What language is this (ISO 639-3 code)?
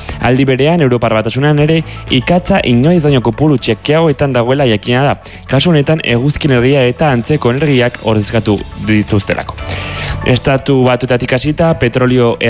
eus